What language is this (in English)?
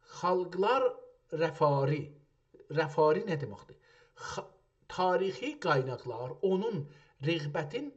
South Azerbaijani